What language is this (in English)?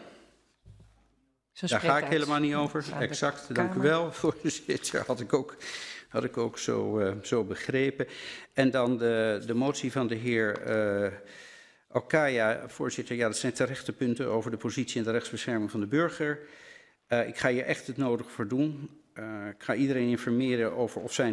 Dutch